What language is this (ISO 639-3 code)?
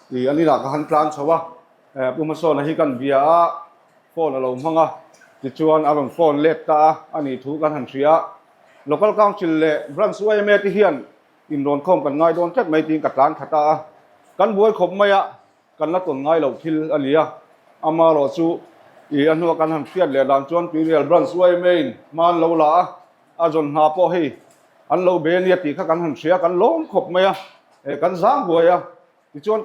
lus